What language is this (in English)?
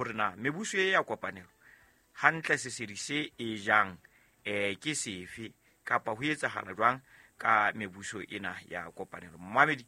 Southern Sotho